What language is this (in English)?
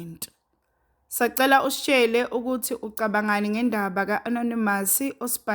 Zulu